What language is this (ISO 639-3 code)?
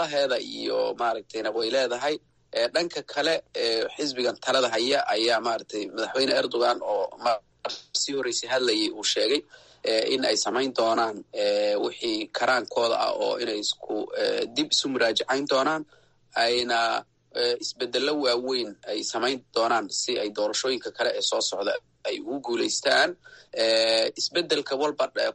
som